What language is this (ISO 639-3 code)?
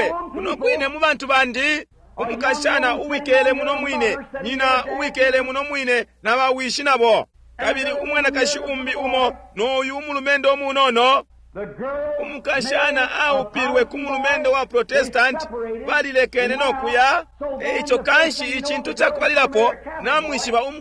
bem